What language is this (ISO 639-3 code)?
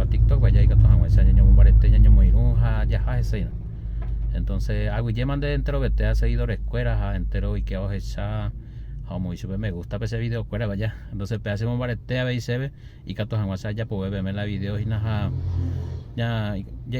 grn